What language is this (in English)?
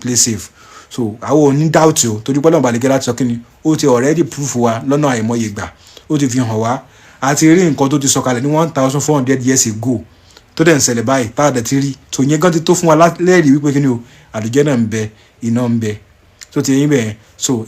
Yoruba